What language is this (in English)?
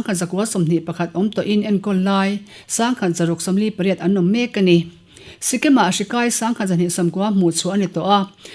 Mizo